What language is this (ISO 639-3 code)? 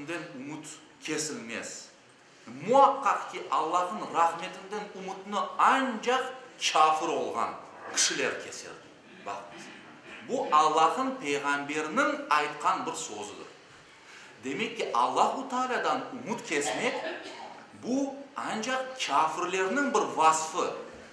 crh